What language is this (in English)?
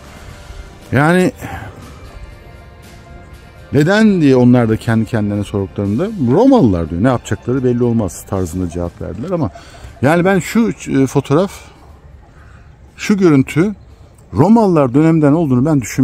Turkish